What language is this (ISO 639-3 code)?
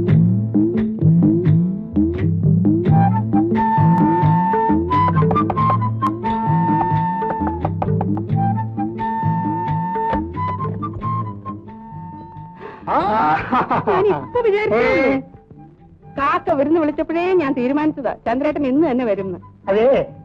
mal